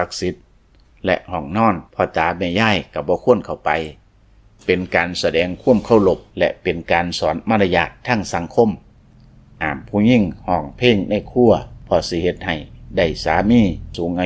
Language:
Lao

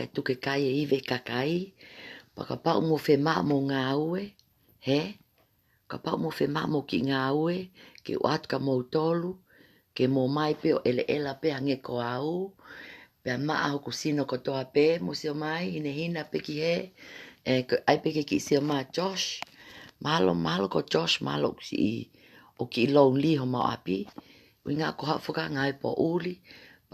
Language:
Tongan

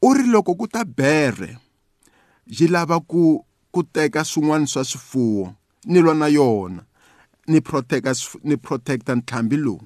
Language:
Tsonga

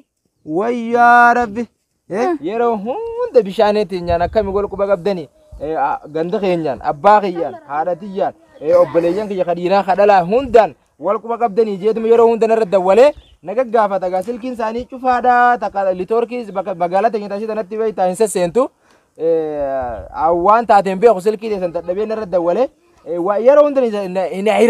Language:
Oromo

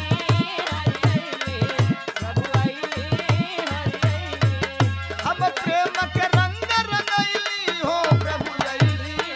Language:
Bhojpuri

